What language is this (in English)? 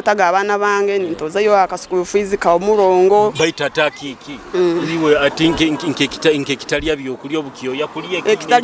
Nyoro